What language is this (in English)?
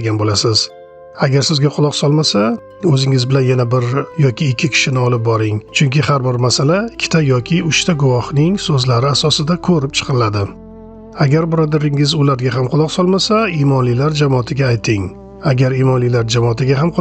Uzbek